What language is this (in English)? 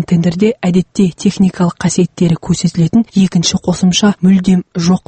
Kazakh